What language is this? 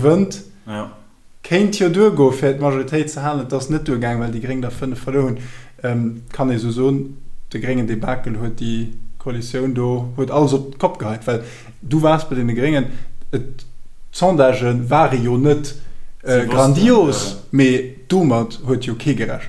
Luxembourgish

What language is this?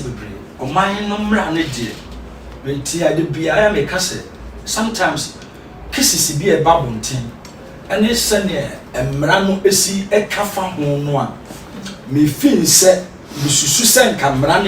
Akan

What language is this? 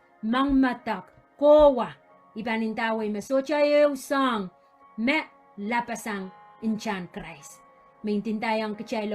Pohnpeian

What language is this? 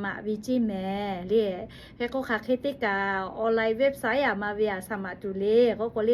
Lahu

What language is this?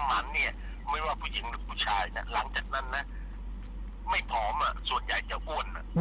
Thai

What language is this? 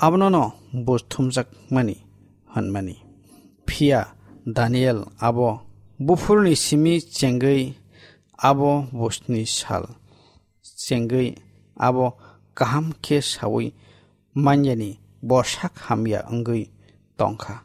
Kok Borok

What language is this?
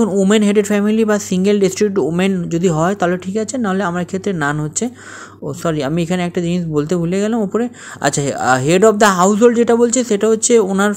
Bangla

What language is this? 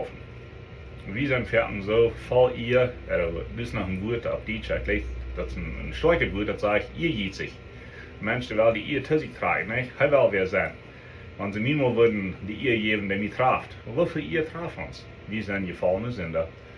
Plautdietsch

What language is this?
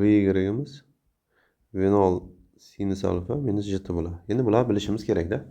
Uzbek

